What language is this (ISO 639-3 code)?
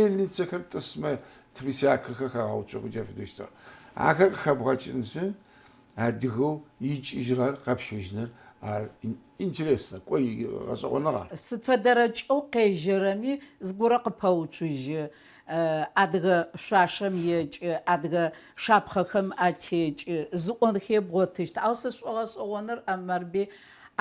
ady